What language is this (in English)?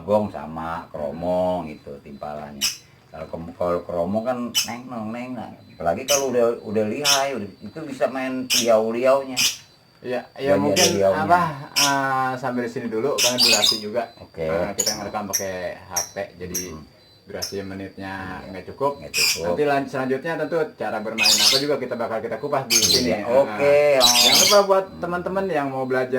Betawi